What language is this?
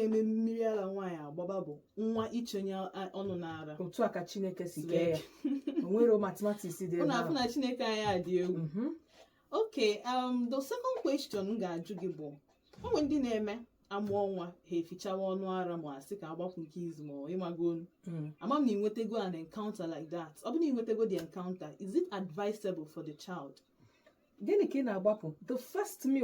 Igbo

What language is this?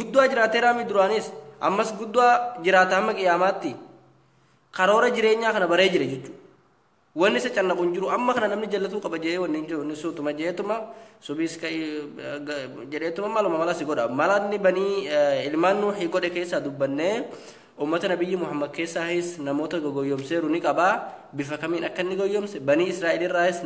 Oromo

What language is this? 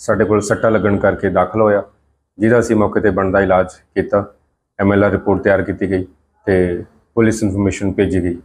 Punjabi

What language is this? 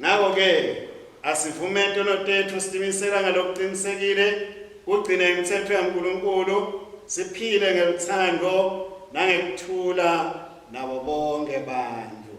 Swati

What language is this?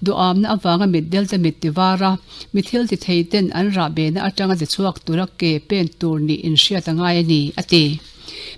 Mizo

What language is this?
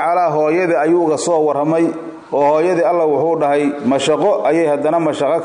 Somali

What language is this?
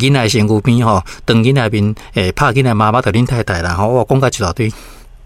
Min Nan Chinese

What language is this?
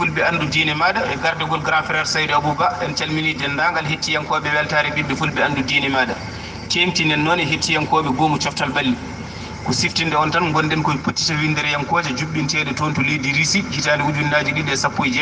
Fula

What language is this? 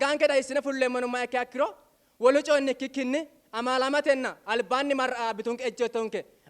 Sidamo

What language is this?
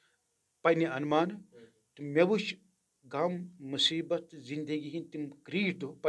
Kashmiri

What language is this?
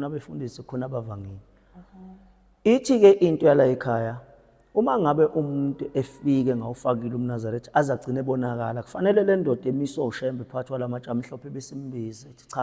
Zulu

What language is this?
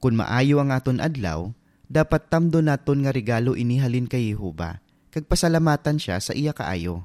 Hiligaynon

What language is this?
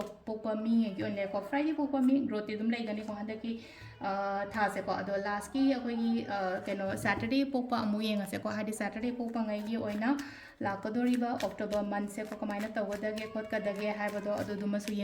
Manipuri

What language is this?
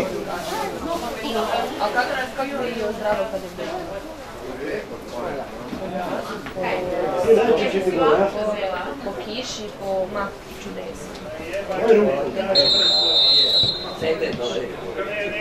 Croatian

